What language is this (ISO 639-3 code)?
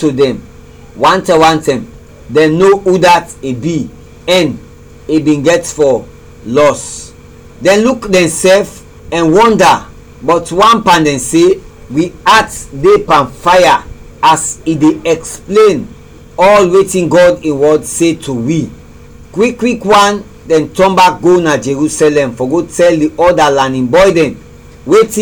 kri